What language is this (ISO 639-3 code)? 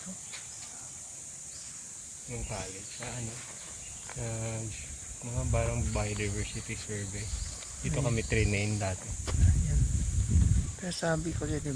fil